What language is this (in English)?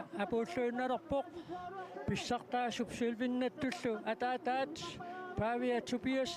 Kalaallisut